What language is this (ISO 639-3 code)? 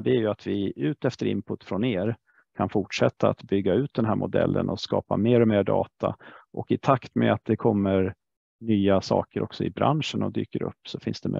swe